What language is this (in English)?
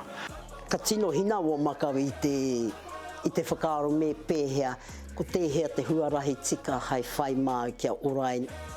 Māori